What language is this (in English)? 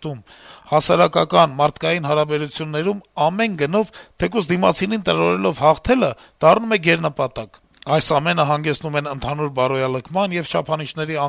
Armenian